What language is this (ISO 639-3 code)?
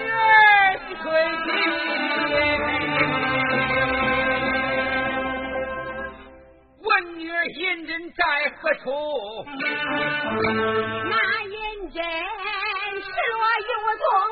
zho